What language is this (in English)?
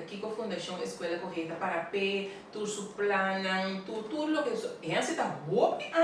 Papiamento